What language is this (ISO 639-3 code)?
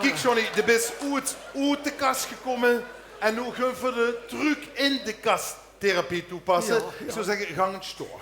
lim